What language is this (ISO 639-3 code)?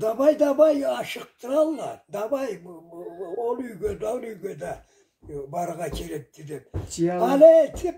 krc